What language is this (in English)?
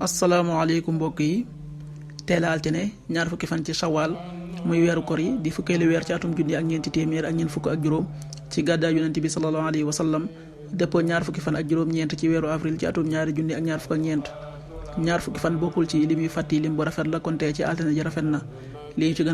Wolof